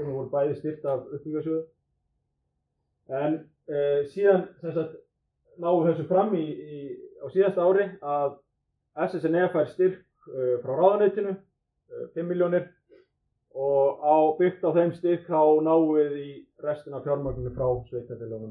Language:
Icelandic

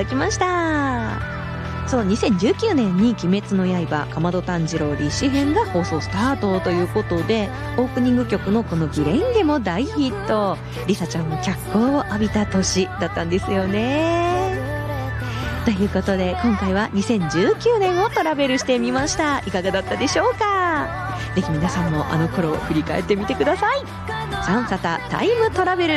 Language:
Japanese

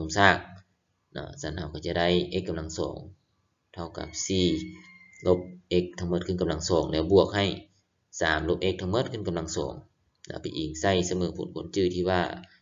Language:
Lao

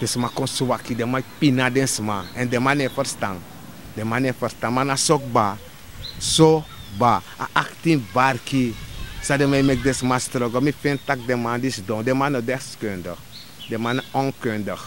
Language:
Sranan Tongo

